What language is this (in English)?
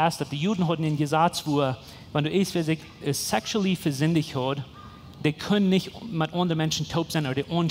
Plautdietsch